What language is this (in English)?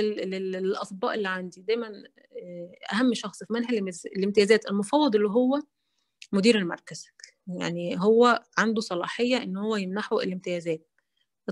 Egyptian Arabic